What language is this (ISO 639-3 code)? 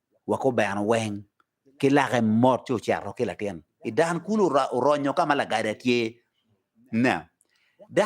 ach